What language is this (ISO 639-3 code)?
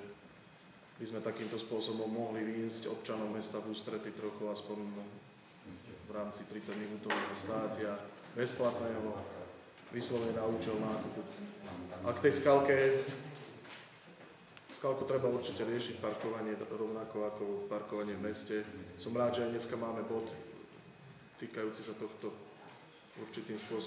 slk